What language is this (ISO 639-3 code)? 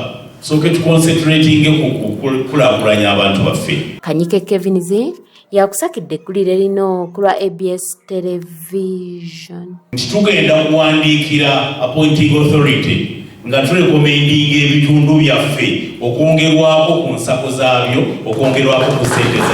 lug